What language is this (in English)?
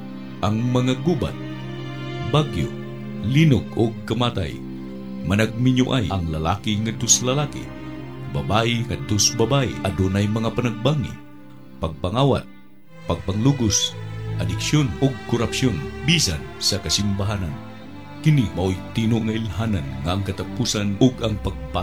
Cebuano